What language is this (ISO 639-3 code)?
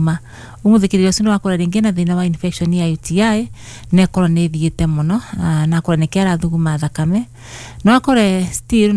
kik